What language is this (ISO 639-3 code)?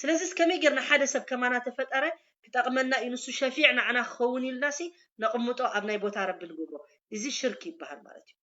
tir